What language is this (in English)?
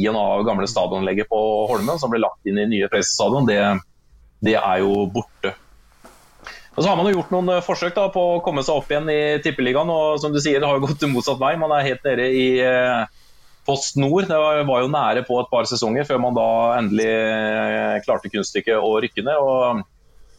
Norwegian